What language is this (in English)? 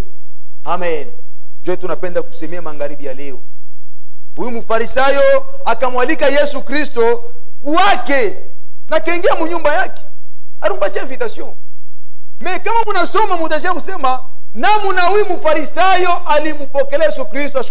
Swahili